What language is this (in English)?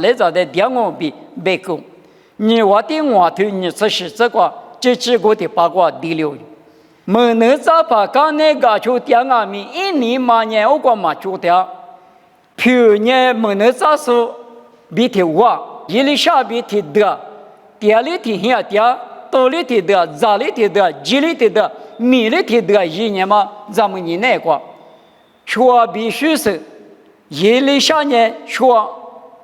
Lisu